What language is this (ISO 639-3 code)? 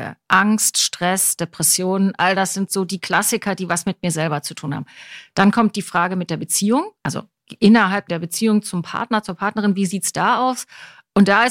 deu